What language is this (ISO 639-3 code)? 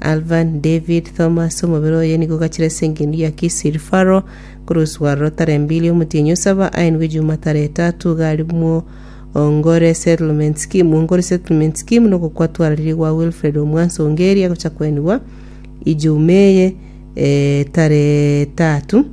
guz